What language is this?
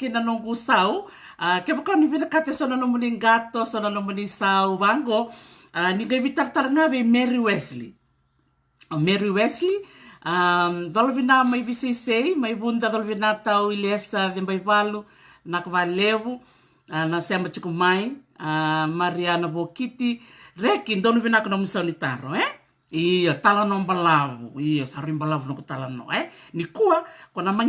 Fijian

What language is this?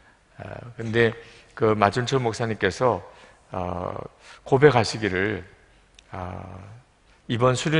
Korean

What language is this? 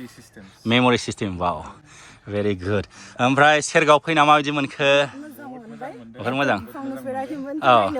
Bodo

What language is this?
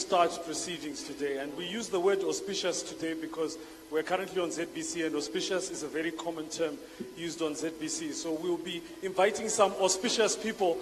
English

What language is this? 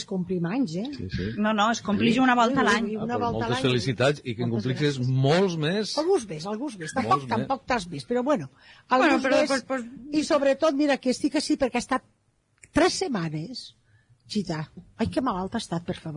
Catalan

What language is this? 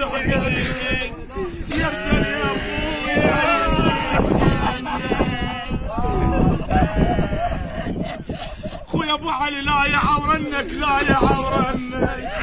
Arabic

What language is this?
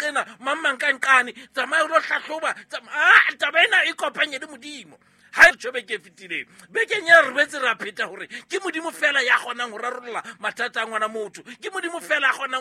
Southern Sotho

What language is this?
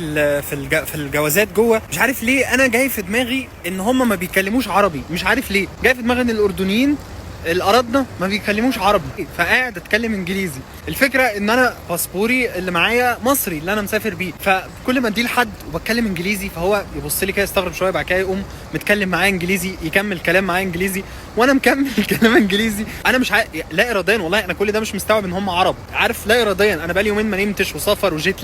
Egyptian Arabic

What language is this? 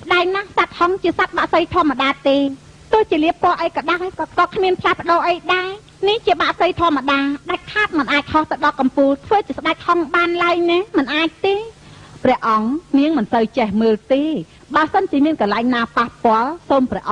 Khmer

